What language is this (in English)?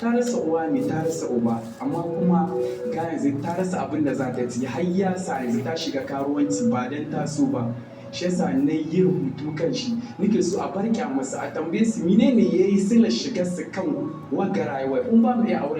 Hausa